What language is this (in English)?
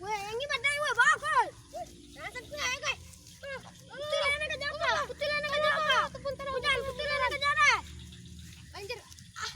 Minangkabau